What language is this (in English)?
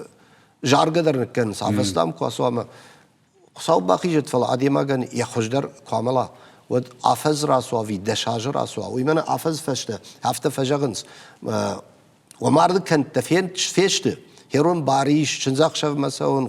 Ossetic